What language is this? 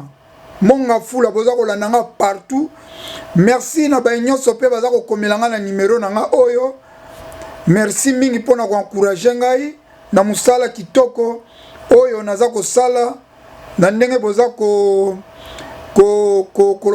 Lingala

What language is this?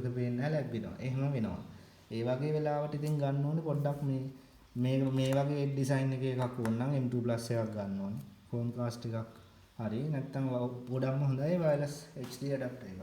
Sinhala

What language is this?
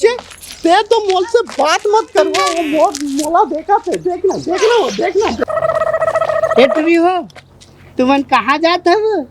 Chhattisgarhi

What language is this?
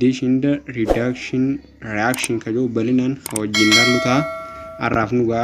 Oromo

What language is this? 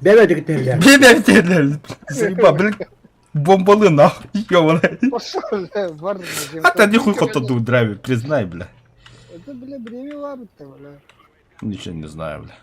Yakut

